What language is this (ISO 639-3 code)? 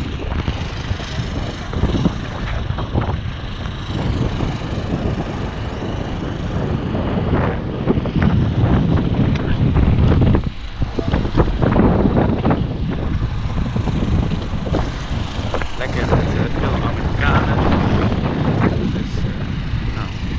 nld